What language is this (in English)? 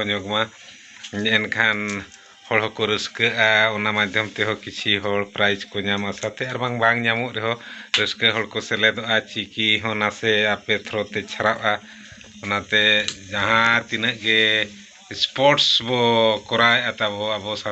Santali